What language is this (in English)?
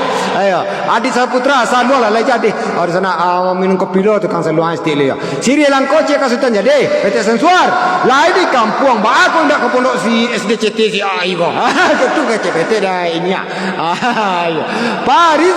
Minangkabau